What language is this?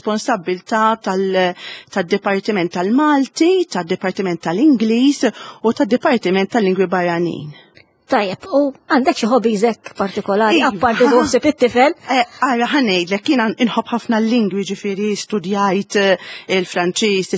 Maltese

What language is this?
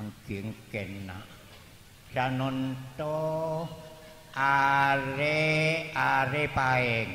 Madurese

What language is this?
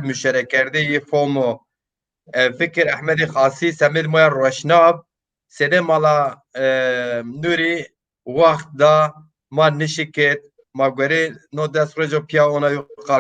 Zaza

